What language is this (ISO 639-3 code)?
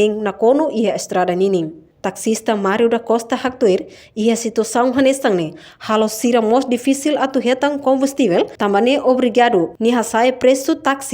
tet